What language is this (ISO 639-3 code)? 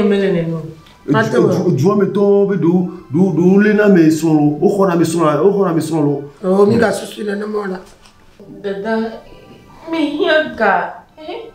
ewe